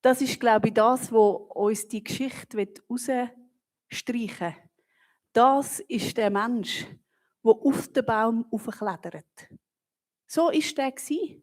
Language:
Swiss German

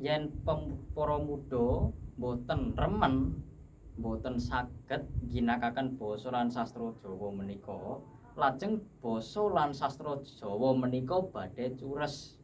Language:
Javanese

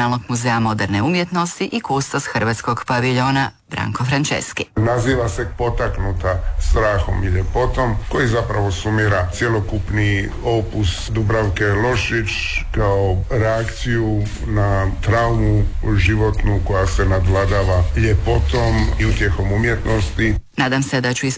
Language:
Croatian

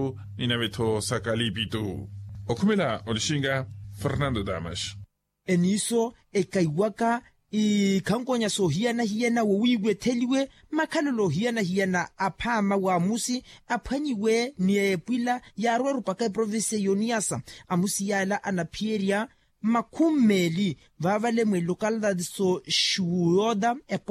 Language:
Makhuwa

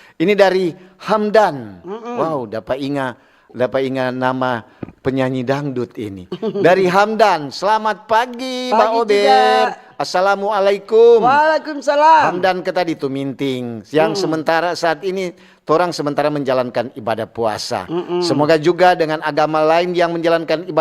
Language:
Manado Malay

